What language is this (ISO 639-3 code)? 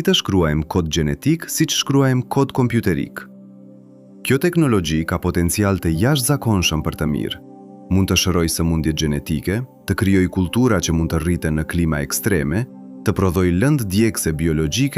sqi